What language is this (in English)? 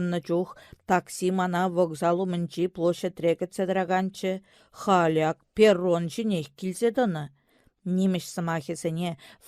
Chuvash